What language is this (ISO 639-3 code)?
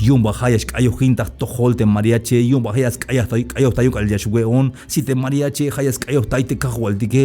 tzh